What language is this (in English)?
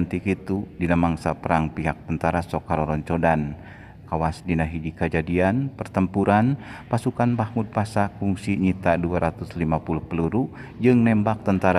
Sundanese